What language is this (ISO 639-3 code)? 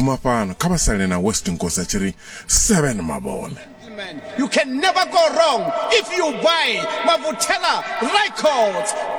ven